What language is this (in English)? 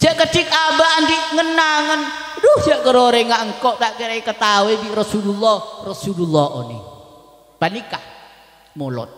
Madurese